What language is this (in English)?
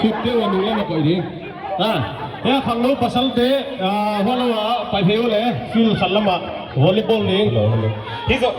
Tedim Chin